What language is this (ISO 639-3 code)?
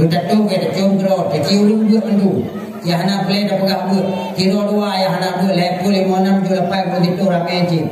ace